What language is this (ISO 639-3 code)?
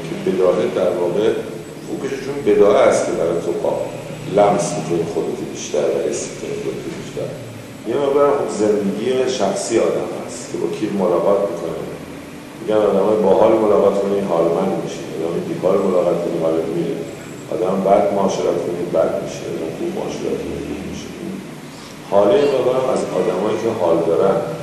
fas